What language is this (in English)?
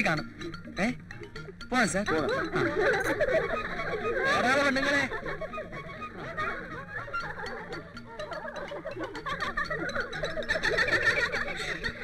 Malayalam